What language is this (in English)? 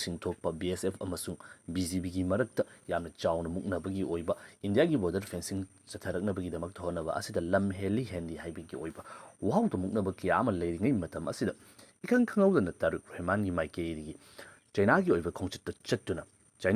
Manipuri